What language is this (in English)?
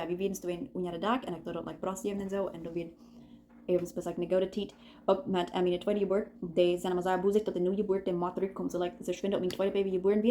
Plautdietsch